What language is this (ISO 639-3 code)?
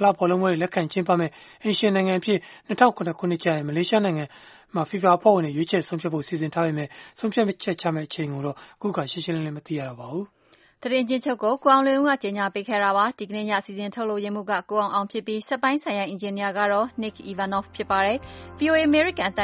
mya